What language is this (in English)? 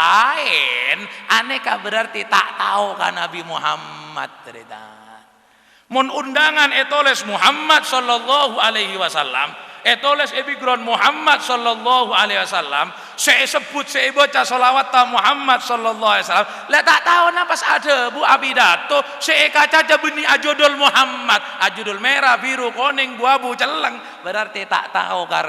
Madurese